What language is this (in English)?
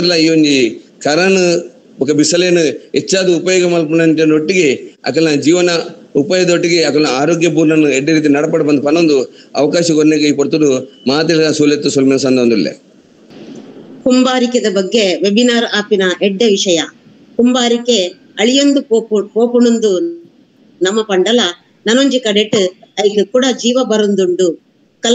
Tulu